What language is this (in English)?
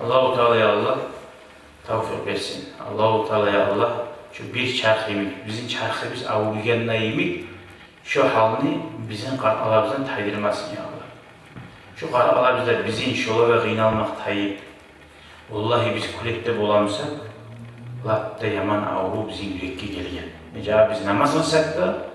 Kumyk